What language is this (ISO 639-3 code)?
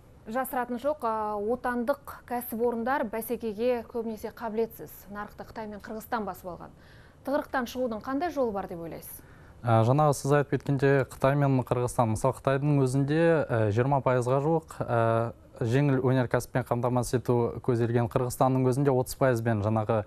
kaz